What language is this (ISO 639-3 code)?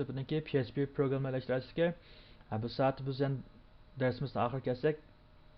uig